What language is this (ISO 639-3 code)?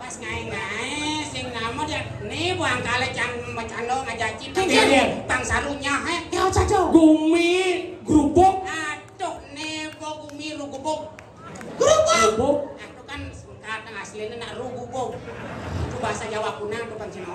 ban